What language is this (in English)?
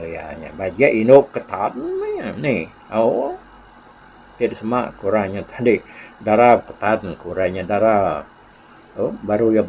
Iban